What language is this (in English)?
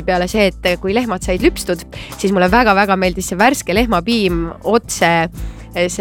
Estonian